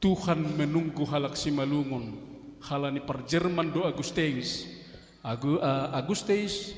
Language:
Batak Simalungun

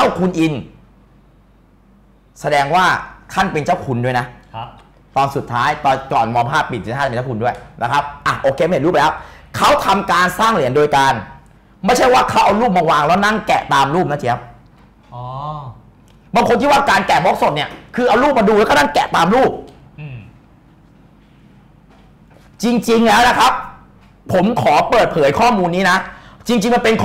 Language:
Thai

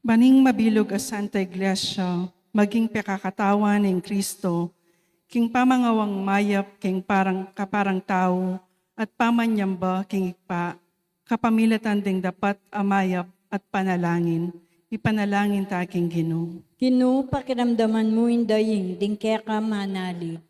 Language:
Pampanga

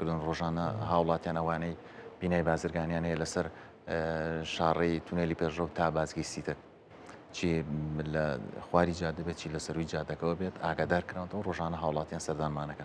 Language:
Central Kurdish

